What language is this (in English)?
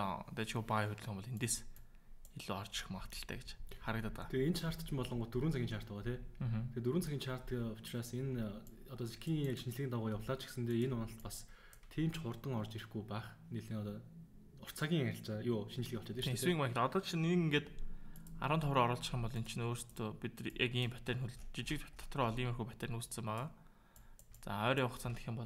Mongolian